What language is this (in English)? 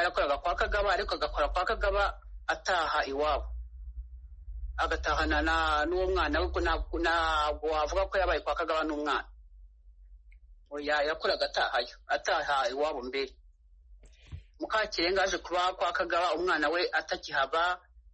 Kinyarwanda